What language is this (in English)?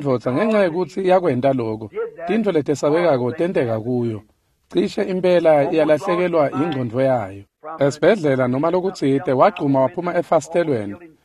Swati